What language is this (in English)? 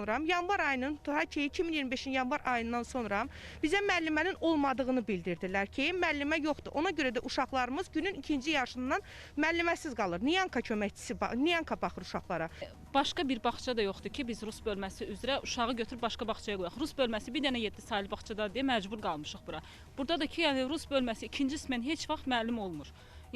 Azerbaijani